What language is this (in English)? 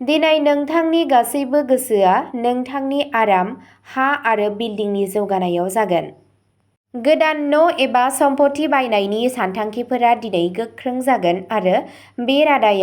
Bodo